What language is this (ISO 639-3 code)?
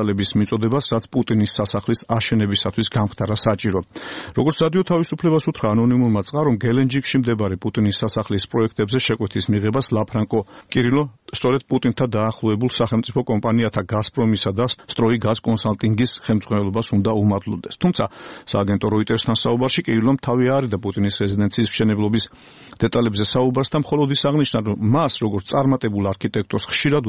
kat